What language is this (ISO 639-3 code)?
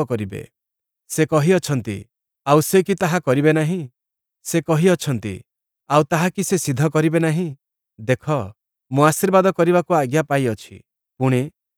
ori